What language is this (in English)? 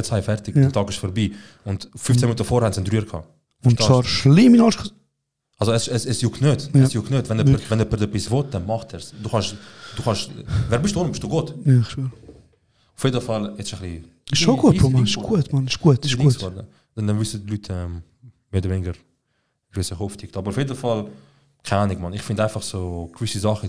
Swiss German